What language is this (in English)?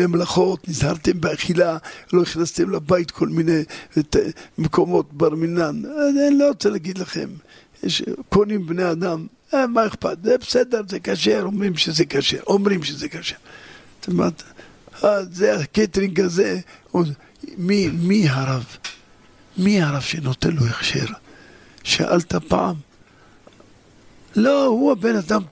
Hebrew